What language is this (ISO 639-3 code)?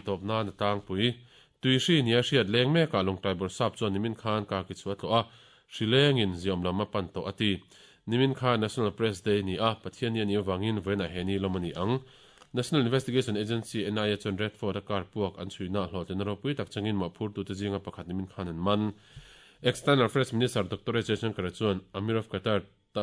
lus